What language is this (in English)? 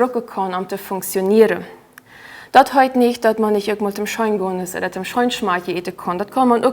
Plautdietsch